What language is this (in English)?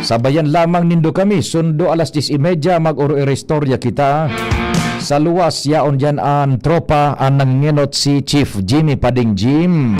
Bikol